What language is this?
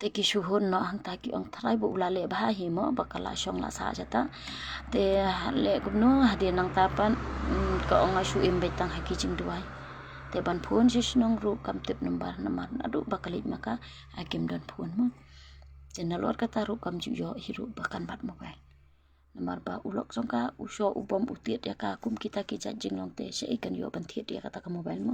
Khasi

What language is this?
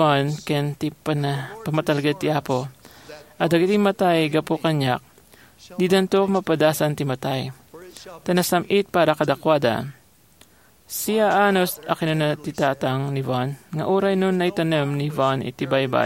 Iloko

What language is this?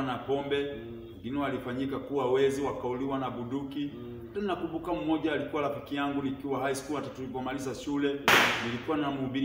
Swahili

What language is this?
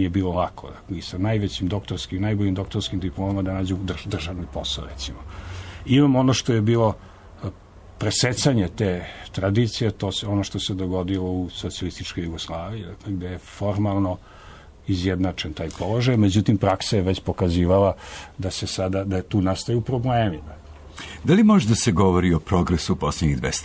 Serbian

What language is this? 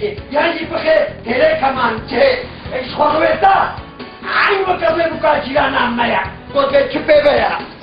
Kurdish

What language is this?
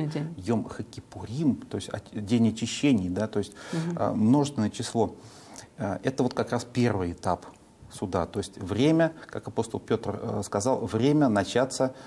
Russian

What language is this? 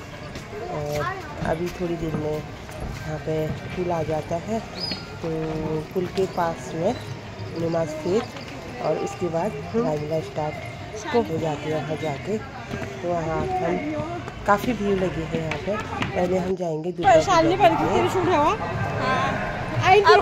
Hindi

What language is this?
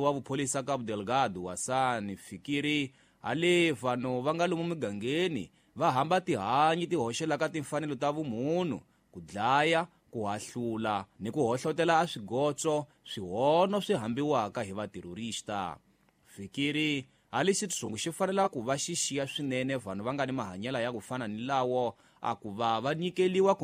Tsonga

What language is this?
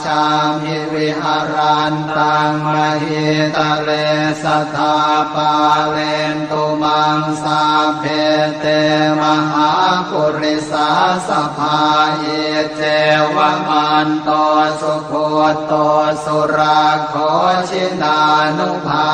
Pali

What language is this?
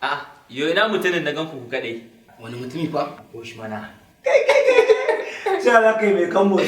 Hausa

